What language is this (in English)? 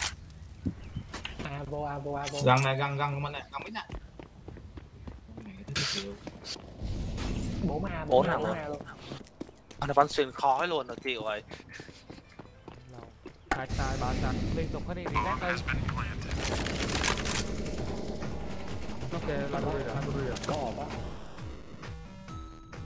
Vietnamese